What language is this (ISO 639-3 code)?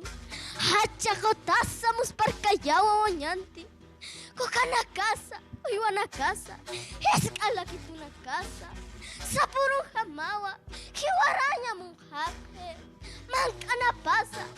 aym